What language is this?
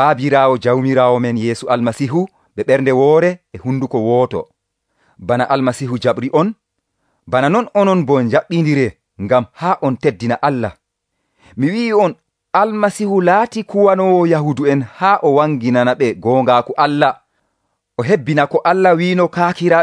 Nigerian Fulfulde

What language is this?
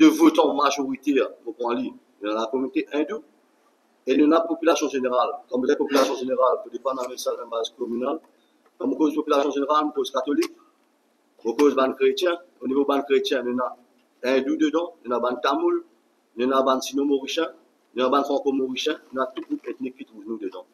Morisyen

